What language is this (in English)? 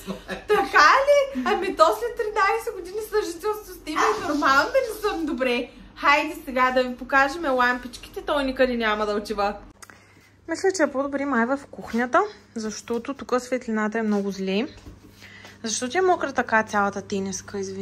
Bulgarian